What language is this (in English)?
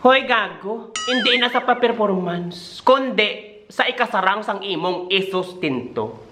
Hiligaynon